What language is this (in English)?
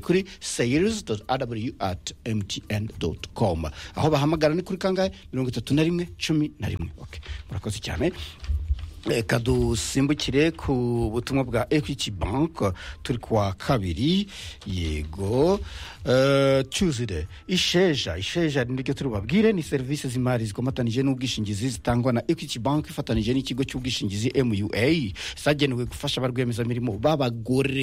Kinyarwanda